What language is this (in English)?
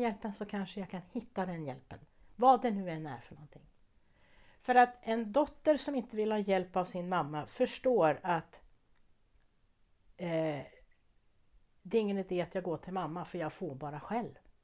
Swedish